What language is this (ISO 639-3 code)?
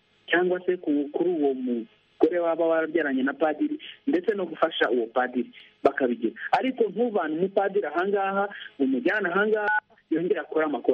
kin